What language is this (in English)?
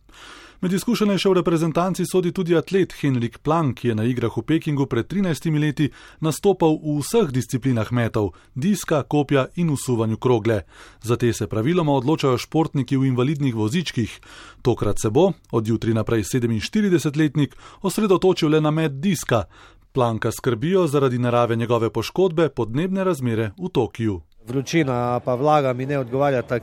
Slovenian